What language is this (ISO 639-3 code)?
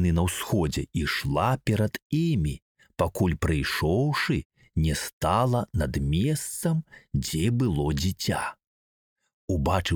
bel